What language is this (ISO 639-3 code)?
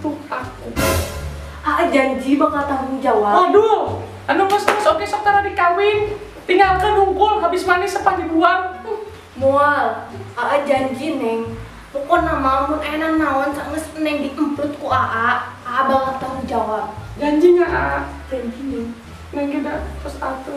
sun